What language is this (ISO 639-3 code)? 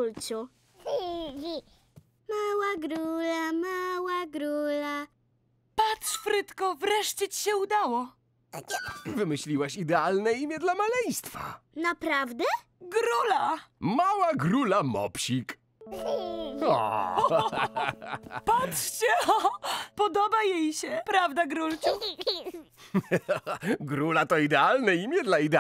pol